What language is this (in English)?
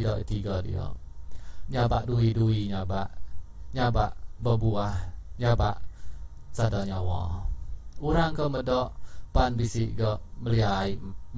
Iban